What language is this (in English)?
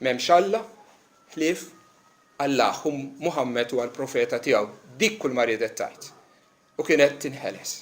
Maltese